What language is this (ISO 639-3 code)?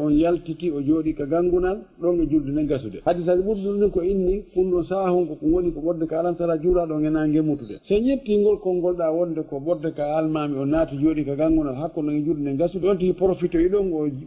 ful